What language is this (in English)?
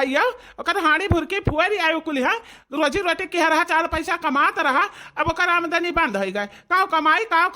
Awadhi